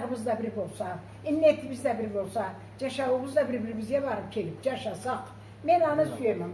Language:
Karachay-Balkar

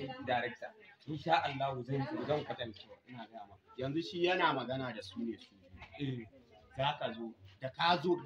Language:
Hausa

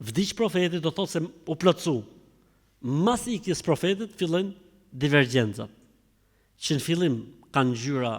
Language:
Albanian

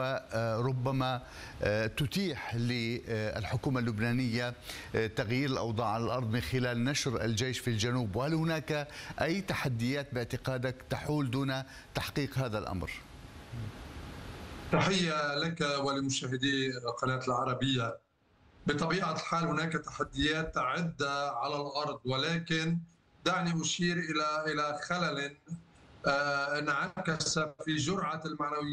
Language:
Arabic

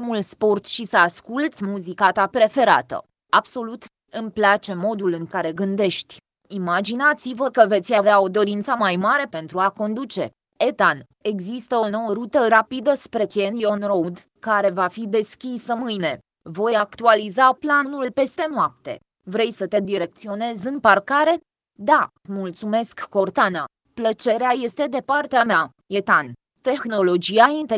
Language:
Romanian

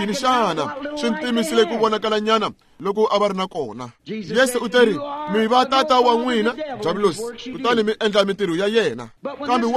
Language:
Tsonga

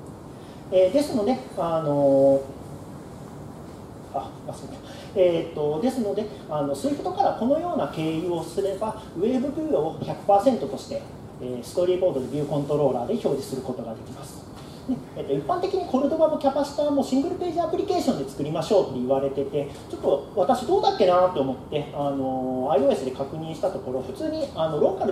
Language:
Japanese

